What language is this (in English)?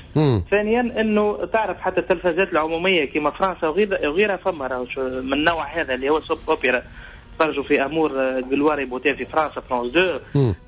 Tunisian Arabic